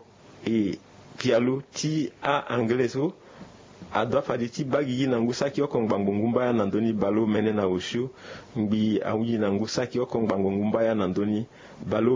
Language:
Sango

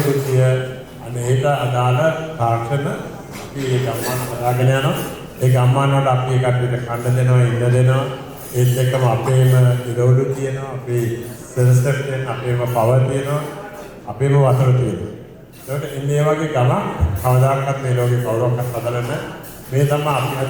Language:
Sinhala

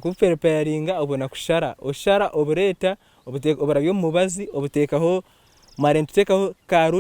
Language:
Nyankole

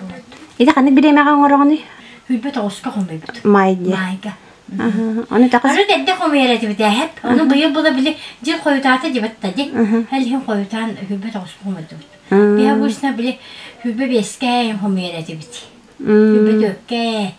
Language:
Yakut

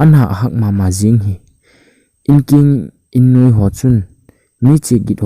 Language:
Thado Chin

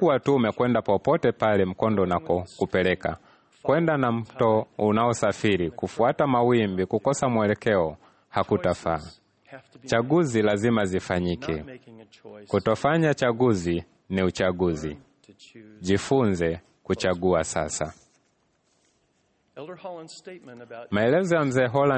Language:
Swahili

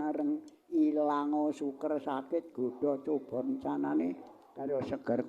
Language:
Javanese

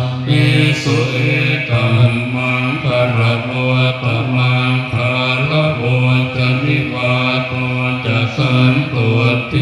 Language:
Pali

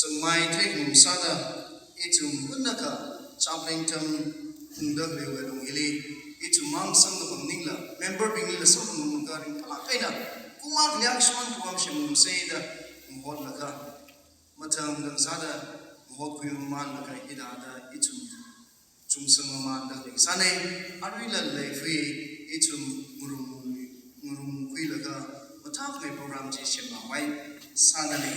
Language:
Tangkhul Naga (India)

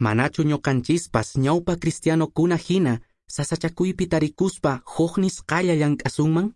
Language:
Quechua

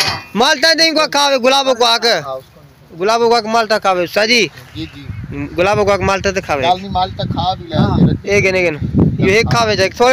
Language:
Saraiki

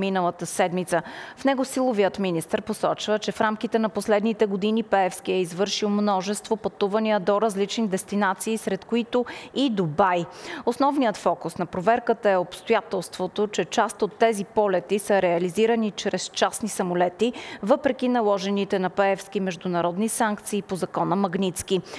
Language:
Bulgarian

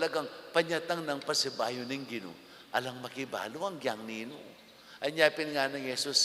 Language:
Pampanga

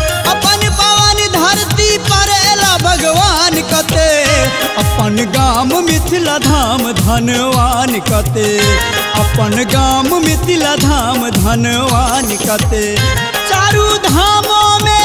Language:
Maithili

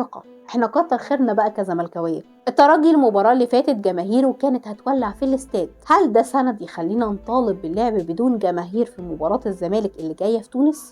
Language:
Egyptian Arabic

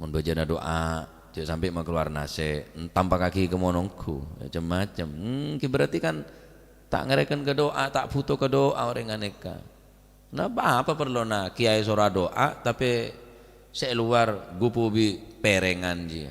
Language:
Madurese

